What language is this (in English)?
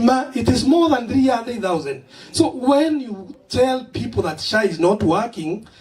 Meru